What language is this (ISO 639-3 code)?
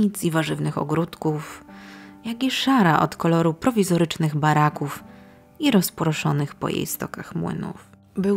pol